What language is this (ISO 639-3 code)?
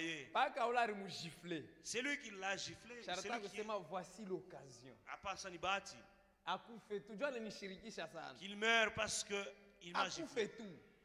swa